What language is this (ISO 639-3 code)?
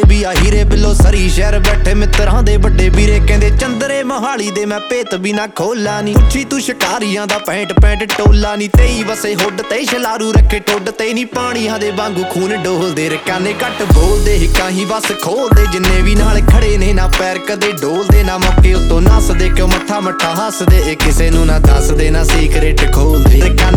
pan